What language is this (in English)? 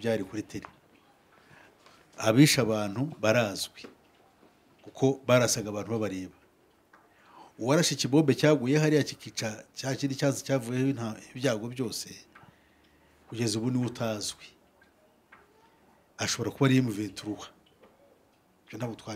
Kinyarwanda